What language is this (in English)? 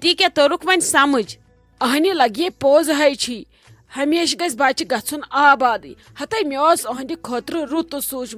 Kashmiri